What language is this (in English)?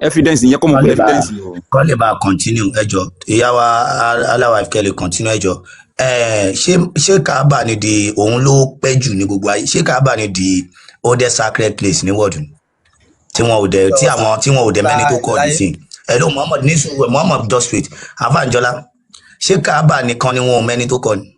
Yoruba